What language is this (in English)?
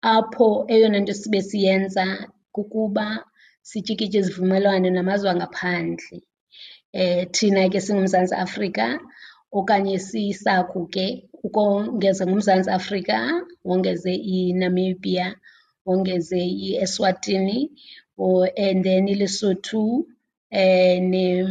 Xhosa